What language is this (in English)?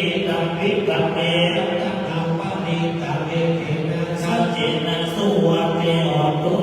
Pali